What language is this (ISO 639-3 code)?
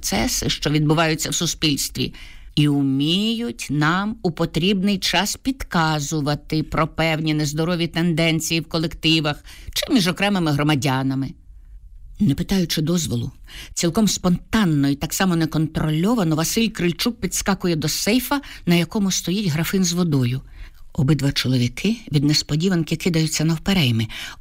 ukr